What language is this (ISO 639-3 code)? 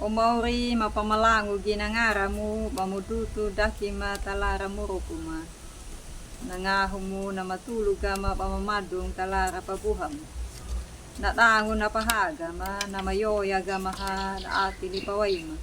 akg